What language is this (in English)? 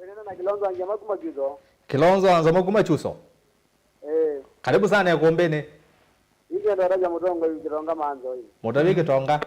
Kamba